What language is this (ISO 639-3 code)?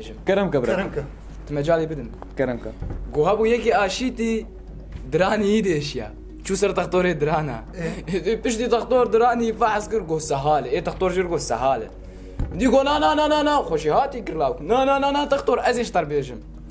kur